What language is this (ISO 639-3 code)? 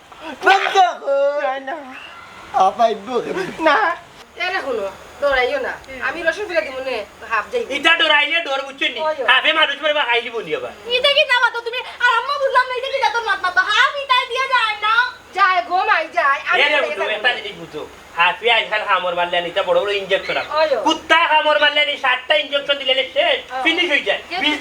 syl